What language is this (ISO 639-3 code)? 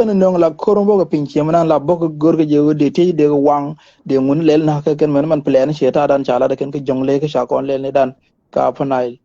nus